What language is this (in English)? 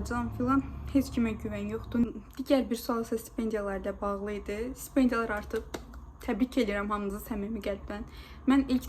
Azerbaijani